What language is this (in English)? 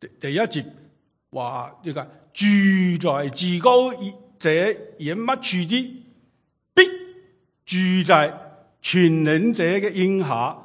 Cantonese